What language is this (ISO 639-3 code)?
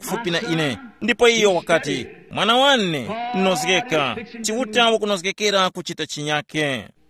tum